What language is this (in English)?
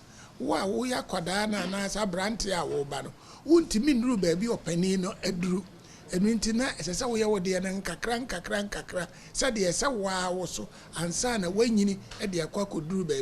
Akan